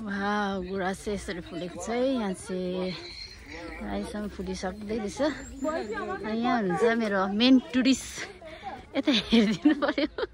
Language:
Nepali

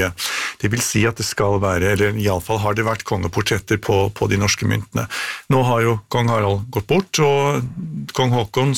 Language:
Norwegian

